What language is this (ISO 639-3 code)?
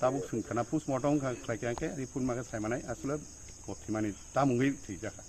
trp